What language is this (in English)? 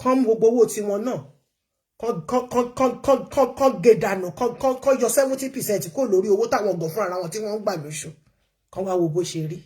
Yoruba